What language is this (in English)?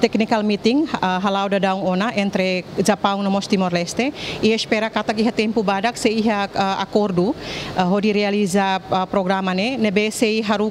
Tetum